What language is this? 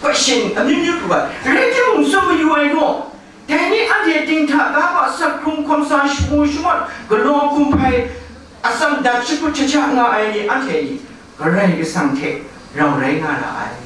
Kachin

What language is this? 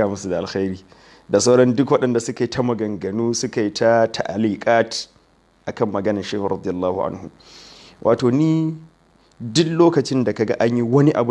Hausa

